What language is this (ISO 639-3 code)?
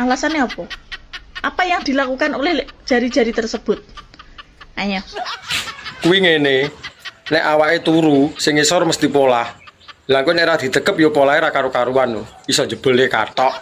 jav